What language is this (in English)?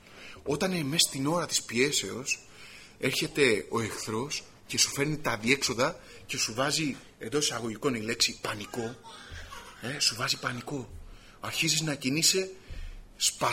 Greek